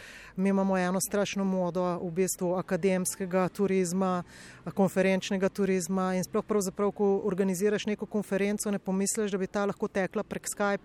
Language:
Slovenian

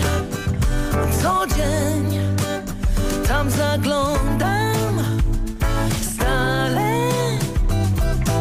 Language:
Polish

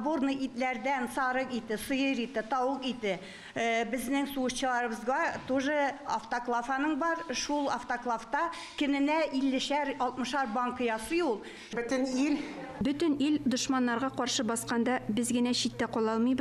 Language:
Tatar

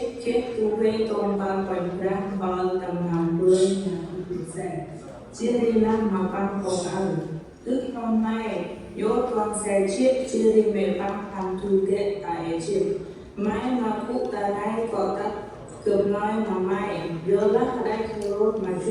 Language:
Central Mnong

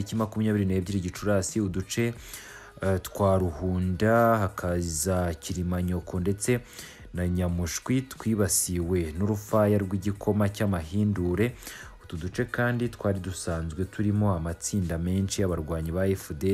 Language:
Kinyarwanda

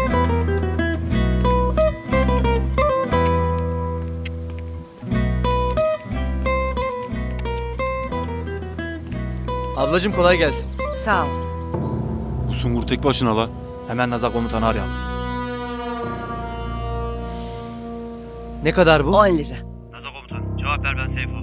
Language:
Turkish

